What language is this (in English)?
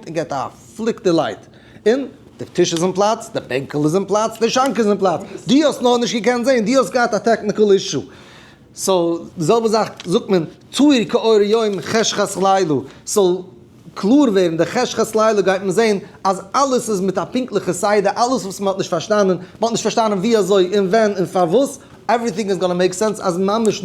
Yiddish